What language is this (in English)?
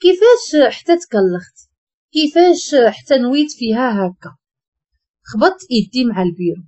Moroccan Arabic